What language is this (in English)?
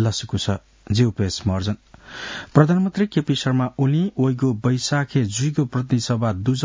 Newari